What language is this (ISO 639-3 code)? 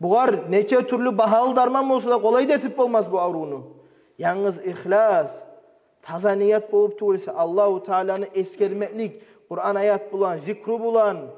kum